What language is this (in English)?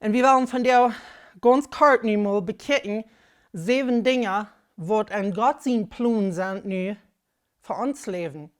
Plautdietsch